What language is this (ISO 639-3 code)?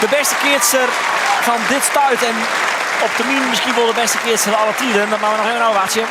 fry